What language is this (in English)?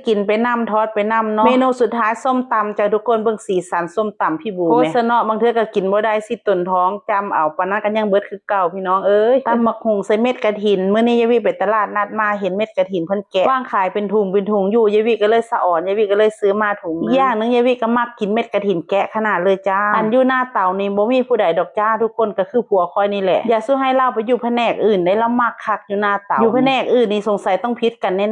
Northeastern Thai